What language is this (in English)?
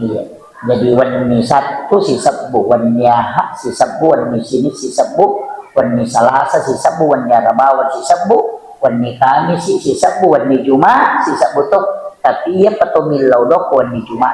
Buginese